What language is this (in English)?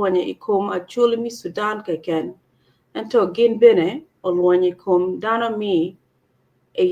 Acoli